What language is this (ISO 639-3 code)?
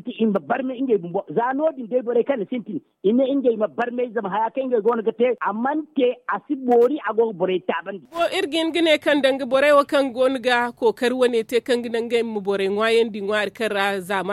dje